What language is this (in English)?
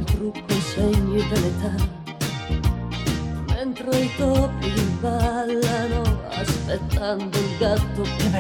Italian